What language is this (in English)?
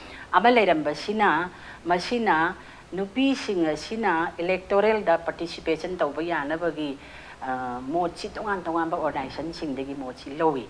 Manipuri